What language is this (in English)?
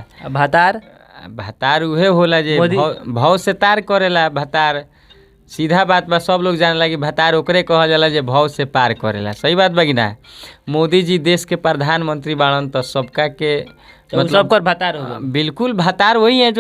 Bhojpuri